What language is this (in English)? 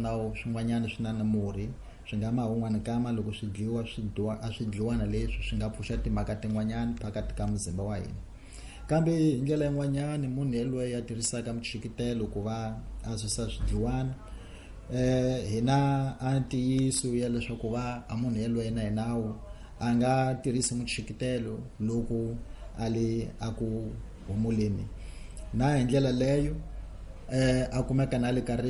Tsonga